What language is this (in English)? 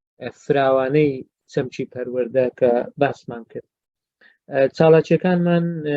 Central Kurdish